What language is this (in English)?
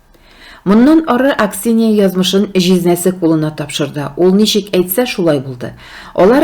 Tatar